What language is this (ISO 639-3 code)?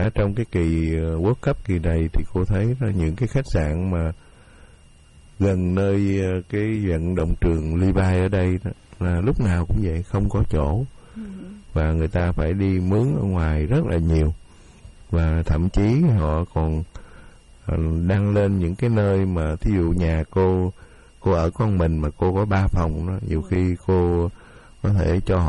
vie